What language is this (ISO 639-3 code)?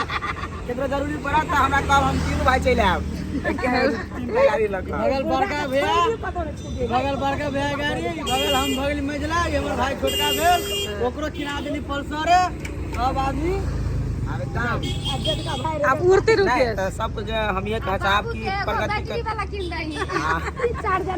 mai